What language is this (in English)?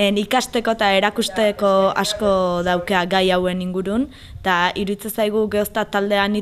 Basque